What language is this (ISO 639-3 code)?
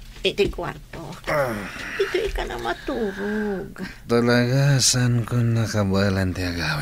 ilo